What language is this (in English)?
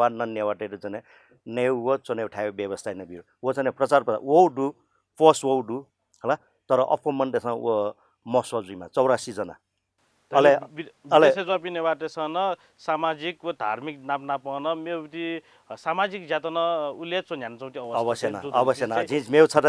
Newari